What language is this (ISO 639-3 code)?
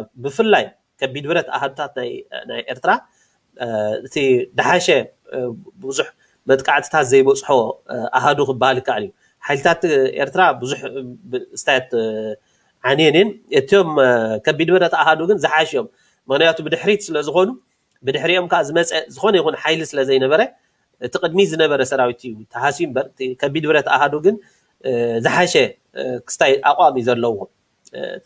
tir